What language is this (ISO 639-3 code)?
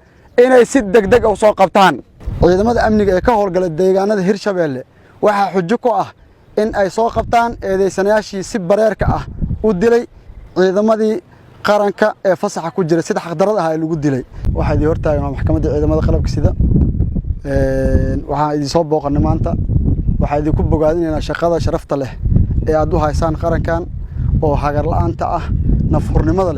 som